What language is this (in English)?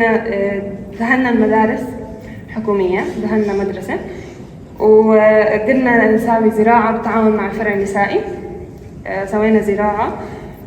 North Levantine Arabic